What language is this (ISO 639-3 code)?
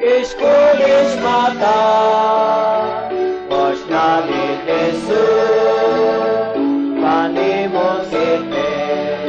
kek